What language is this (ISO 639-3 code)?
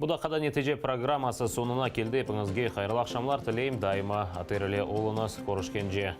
crh